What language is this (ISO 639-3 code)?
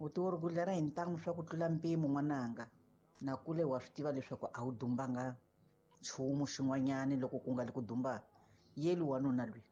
tso